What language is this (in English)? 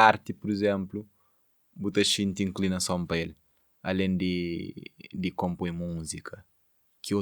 Kabuverdianu